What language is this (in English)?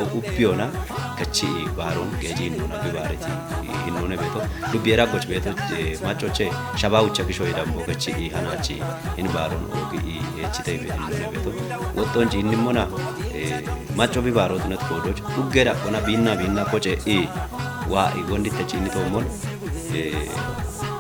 Kafa